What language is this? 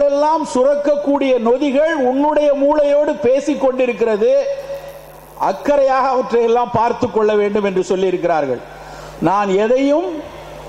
Tamil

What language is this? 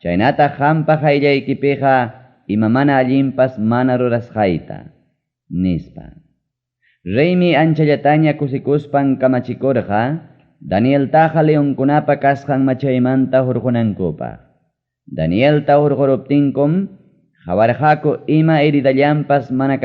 Ayacucho Quechua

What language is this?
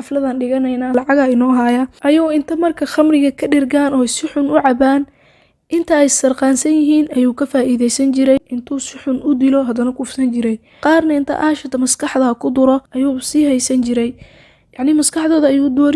Somali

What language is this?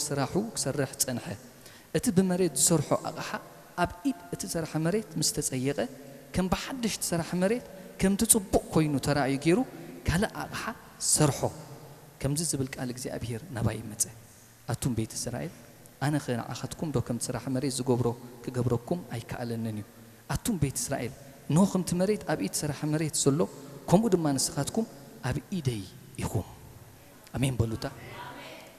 Tigrinya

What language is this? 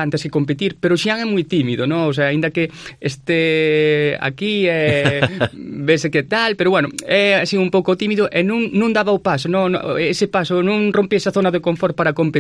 Galician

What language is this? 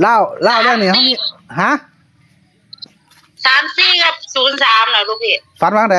Northeastern Thai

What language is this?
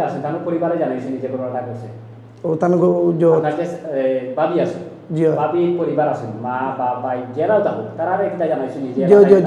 Sylheti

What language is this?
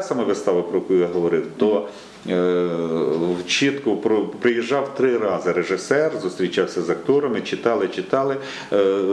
Ukrainian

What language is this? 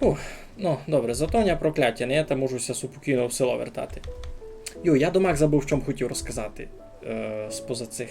Rusyn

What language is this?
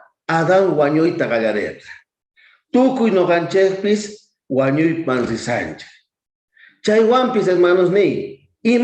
South Bolivian Quechua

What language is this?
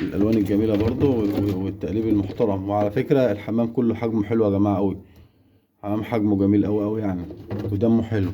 Egyptian Arabic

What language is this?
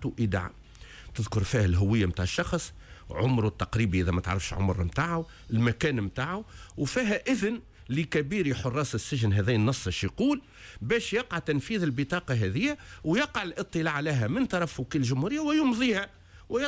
Tunisian Arabic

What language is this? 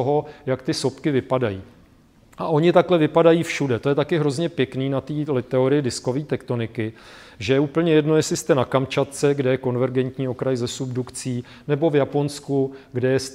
Czech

